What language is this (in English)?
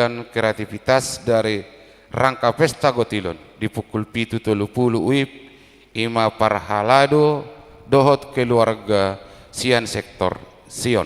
Batak Toba